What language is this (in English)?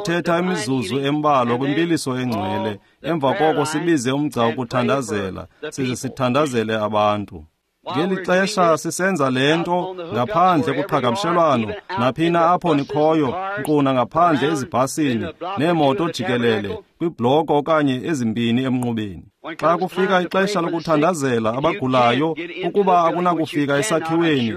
Xhosa